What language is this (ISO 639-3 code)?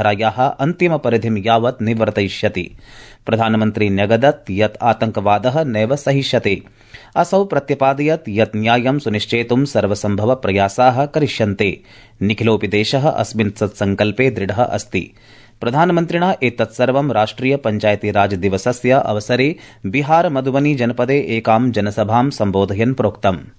san